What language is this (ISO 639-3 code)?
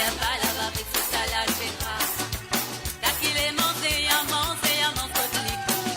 mfe